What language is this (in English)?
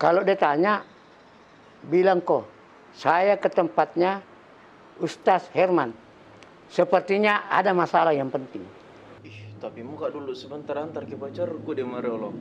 Makassar Malay